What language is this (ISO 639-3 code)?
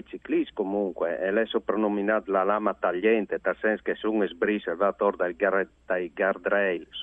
fur